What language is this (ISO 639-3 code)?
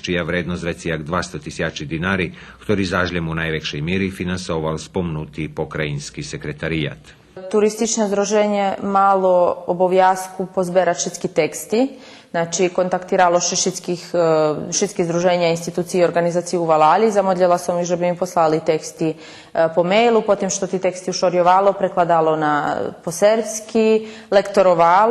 rue